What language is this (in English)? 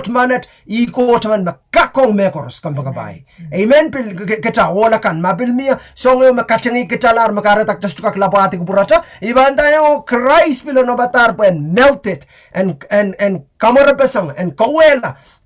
Pohnpeian